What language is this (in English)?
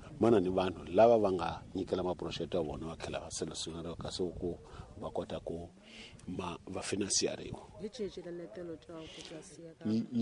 Tsonga